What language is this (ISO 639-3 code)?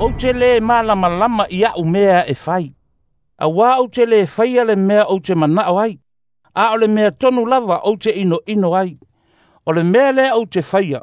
smo